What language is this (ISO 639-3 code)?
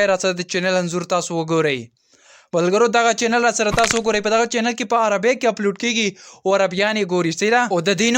pus